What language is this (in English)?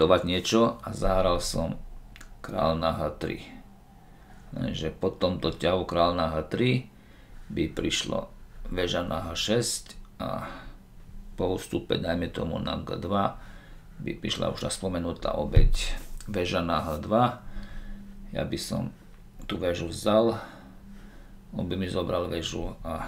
Slovak